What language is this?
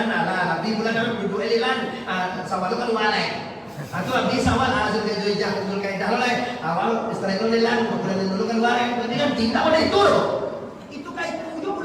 Minangkabau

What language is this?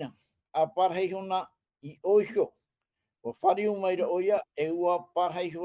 Tahitian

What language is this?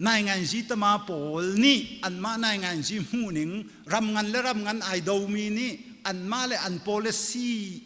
Hakha Chin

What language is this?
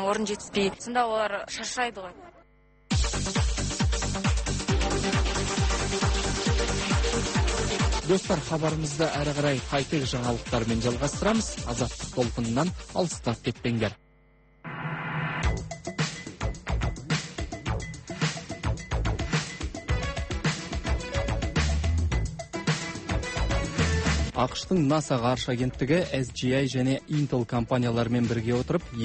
Kazakh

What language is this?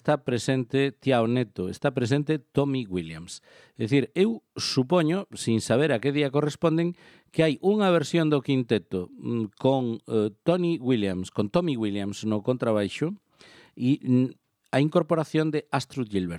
Galician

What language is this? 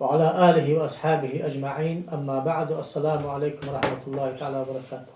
Ingush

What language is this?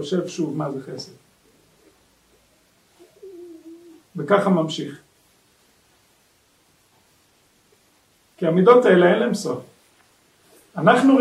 Hebrew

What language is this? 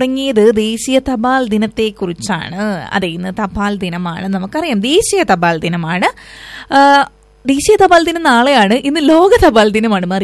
Malayalam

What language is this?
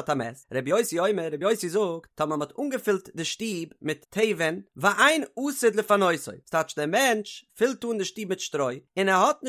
Yiddish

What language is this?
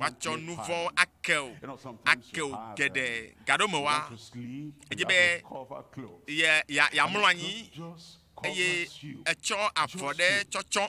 Ewe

